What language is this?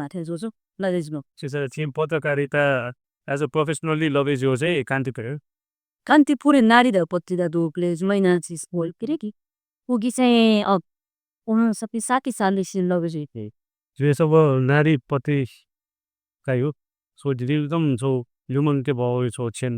Newari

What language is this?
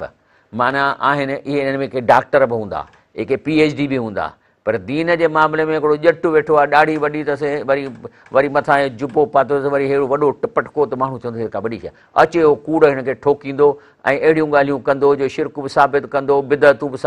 Sindhi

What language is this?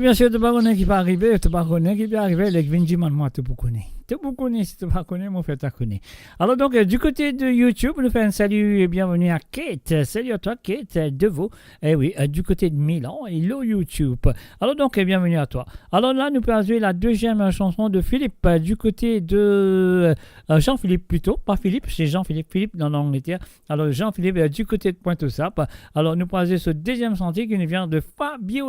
Morisyen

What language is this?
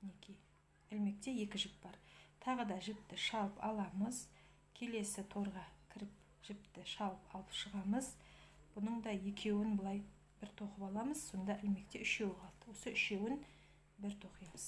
Kazakh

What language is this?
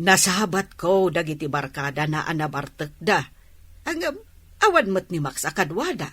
Iloko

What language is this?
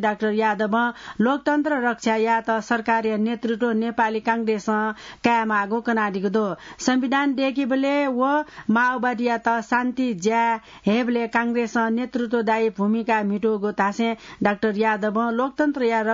Newari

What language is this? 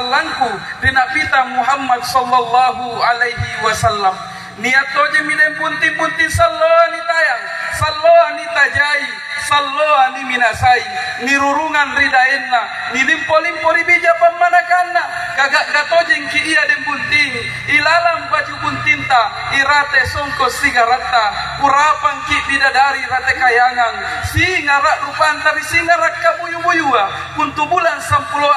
Makasar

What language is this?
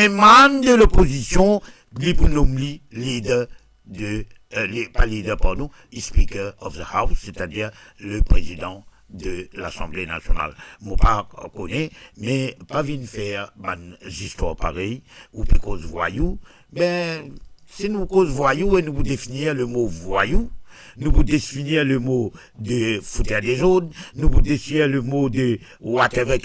Morisyen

